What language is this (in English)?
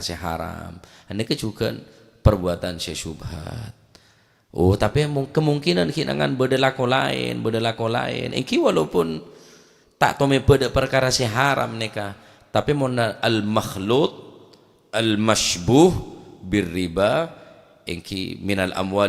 Madurese